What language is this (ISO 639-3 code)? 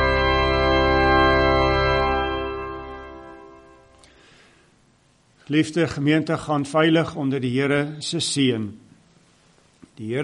afr